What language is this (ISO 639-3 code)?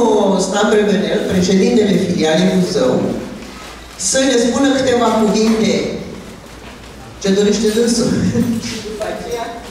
ron